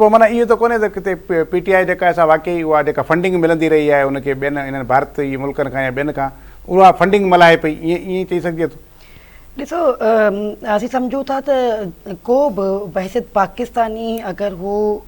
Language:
Sindhi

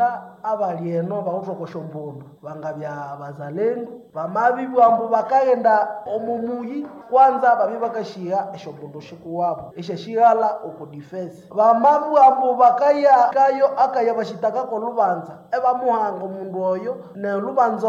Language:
Nande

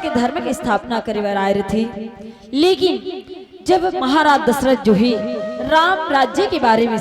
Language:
Chhattisgarhi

